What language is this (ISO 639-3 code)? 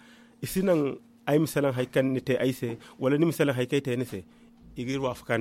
dje